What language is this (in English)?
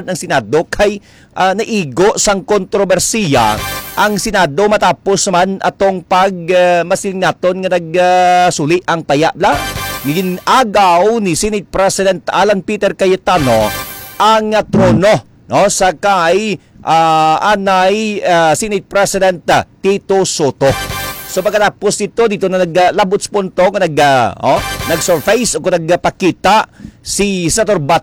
Hiligaynon